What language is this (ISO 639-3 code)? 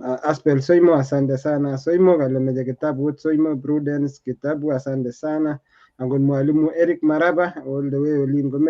kln